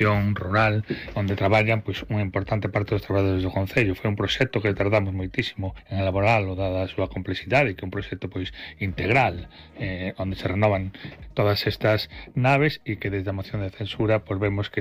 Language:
Galician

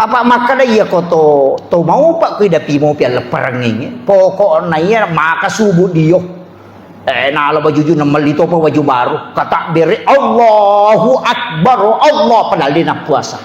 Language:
Buginese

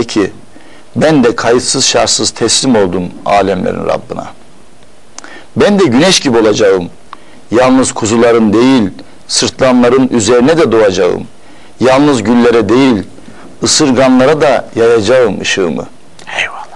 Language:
Turkish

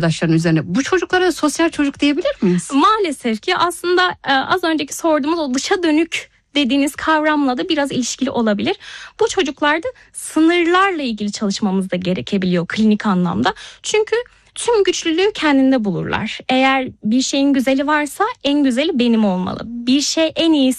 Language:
Turkish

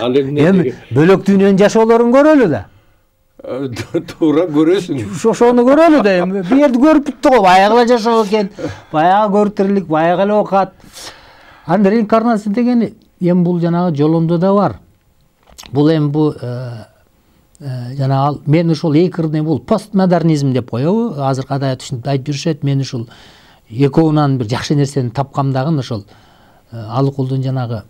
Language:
Kyrgyz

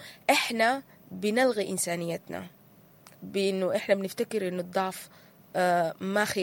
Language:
Sudanese Arabic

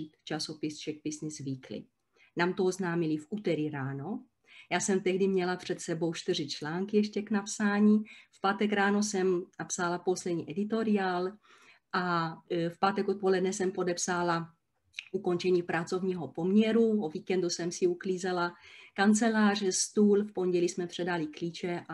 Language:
Czech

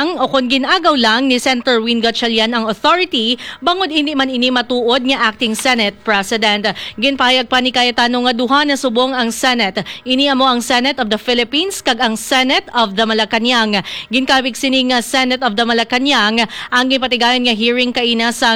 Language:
Hiligaynon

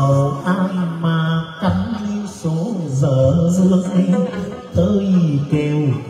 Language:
Vietnamese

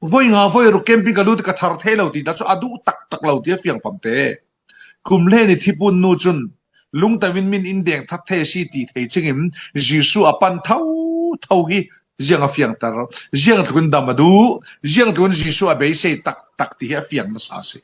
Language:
Falam Chin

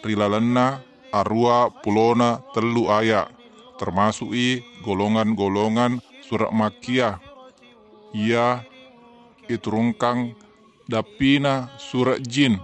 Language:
Buginese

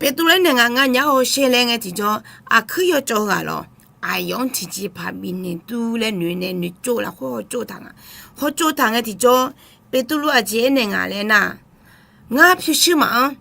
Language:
Akha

